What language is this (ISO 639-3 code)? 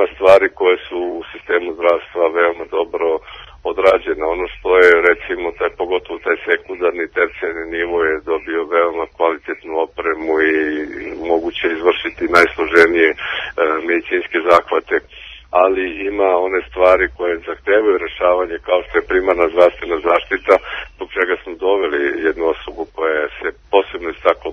srp